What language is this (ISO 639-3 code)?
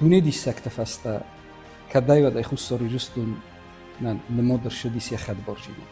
oss